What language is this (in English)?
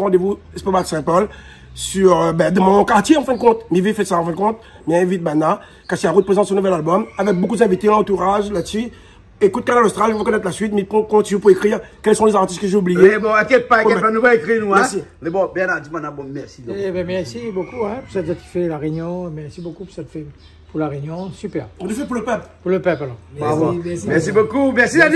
Réunion Creole French